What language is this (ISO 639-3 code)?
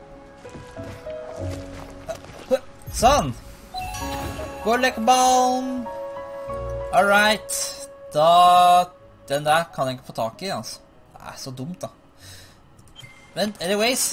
nor